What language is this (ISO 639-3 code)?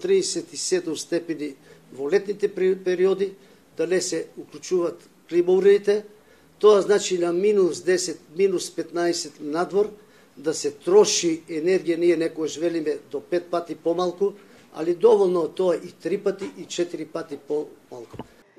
mkd